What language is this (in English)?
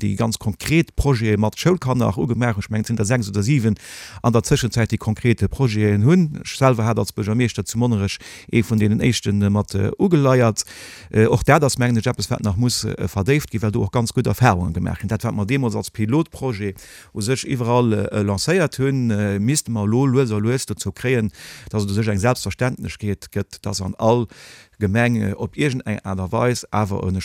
Luxembourgish